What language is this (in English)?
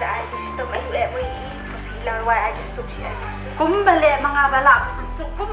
Khasi